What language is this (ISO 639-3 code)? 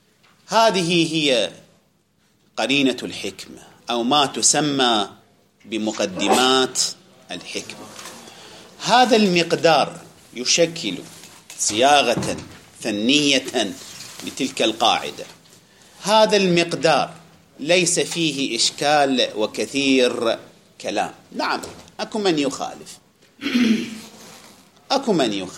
ara